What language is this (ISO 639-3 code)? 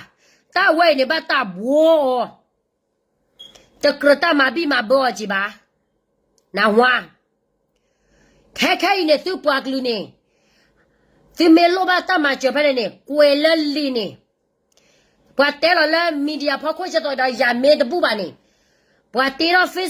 ksw